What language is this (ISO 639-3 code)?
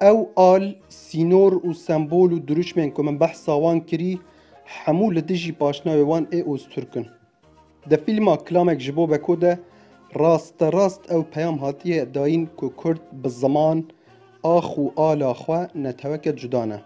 kur